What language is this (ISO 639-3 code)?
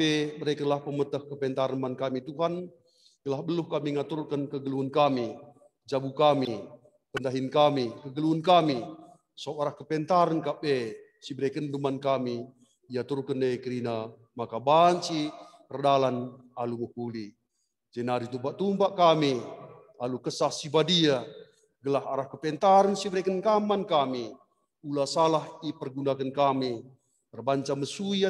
btx